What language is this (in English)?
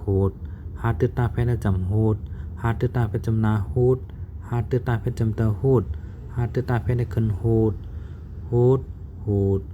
Shan